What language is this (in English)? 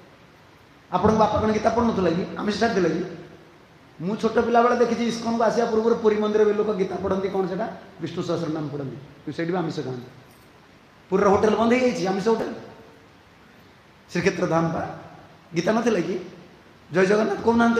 Odia